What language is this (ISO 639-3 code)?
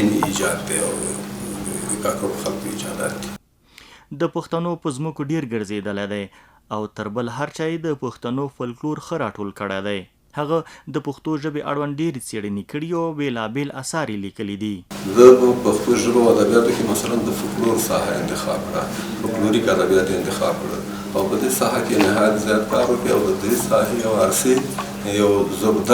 pus